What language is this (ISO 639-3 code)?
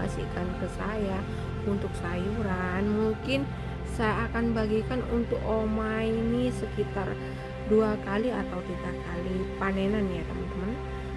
ind